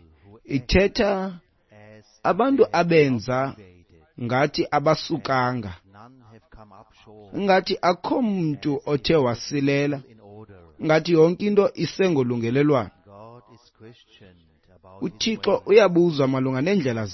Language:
Xhosa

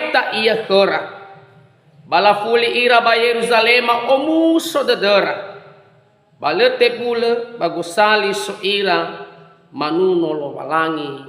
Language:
Nias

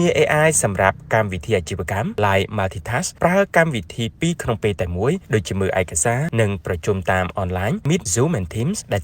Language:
Khmer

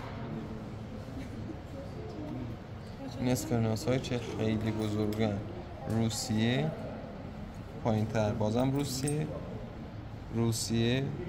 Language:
Persian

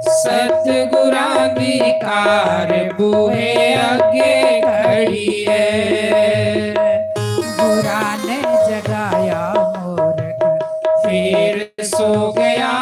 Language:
Dogri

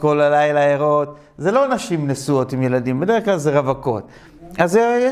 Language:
Hebrew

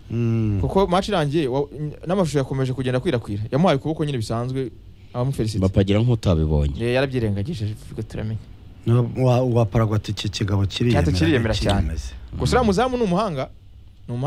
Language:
Kinyarwanda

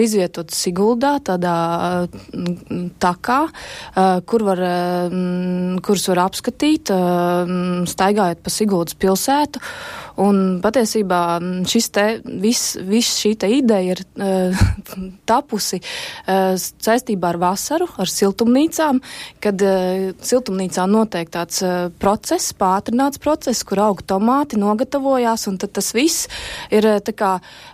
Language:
Latvian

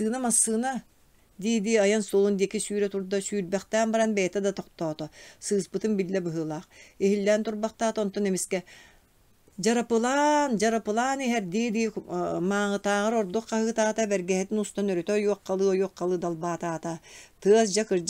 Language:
Yakut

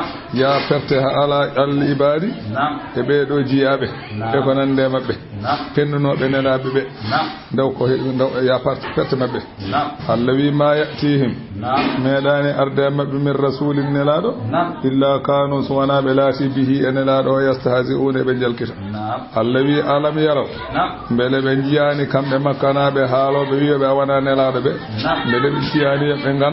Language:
Fula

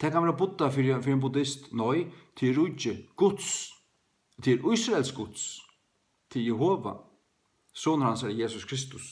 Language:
Faroese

